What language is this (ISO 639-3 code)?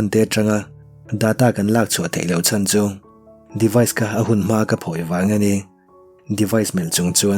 lus